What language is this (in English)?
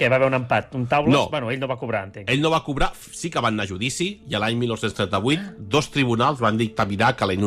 Catalan